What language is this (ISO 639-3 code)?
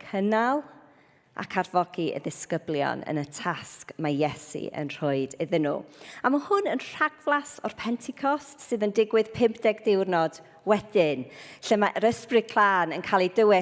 cym